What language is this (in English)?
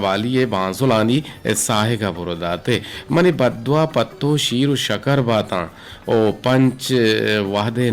Eastern Balochi